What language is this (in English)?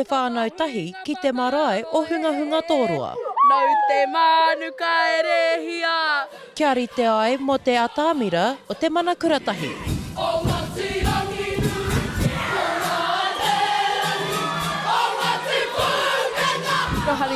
Māori